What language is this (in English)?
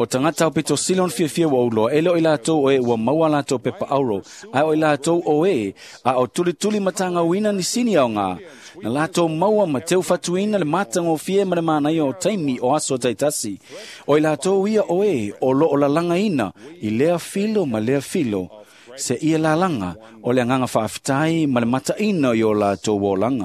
Samoan